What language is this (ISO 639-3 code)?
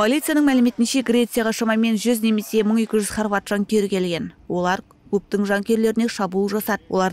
kaz